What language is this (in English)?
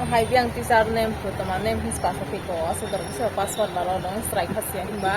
Kok Borok